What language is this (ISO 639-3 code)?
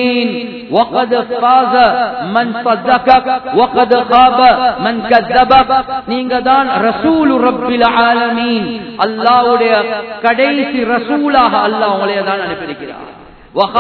tam